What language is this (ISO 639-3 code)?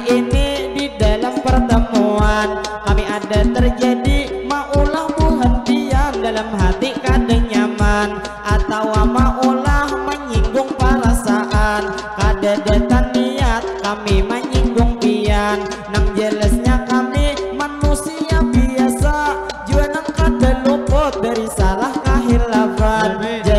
bjn